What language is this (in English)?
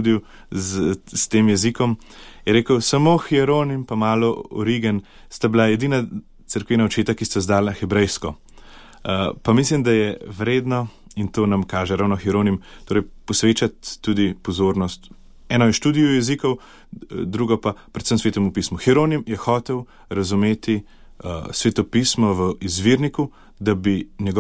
Slovenian